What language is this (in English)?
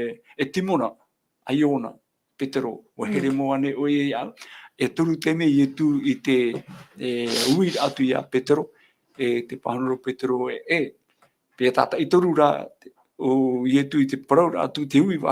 Tahitian